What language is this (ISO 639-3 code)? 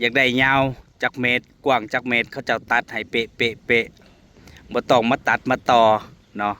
tts